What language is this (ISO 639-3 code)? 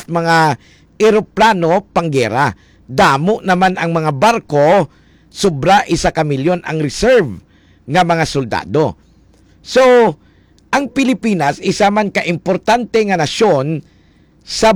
hil